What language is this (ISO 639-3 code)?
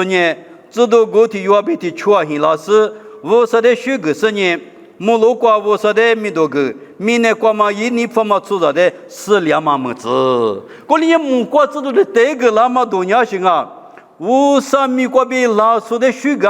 lis